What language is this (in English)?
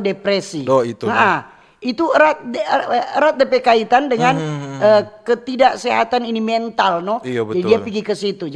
Manado Malay